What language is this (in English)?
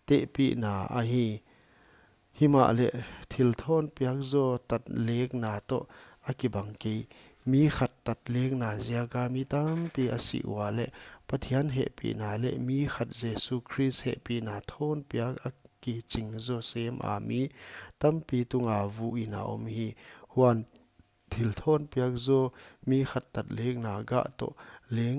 Paite Chin